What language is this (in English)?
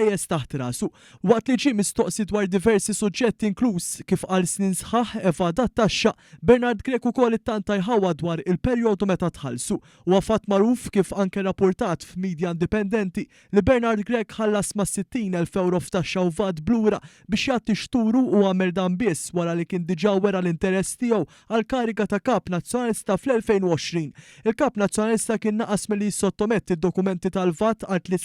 Maltese